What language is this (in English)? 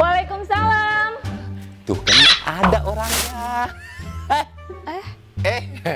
Betawi